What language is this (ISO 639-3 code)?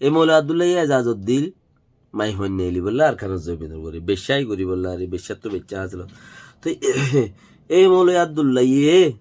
rhg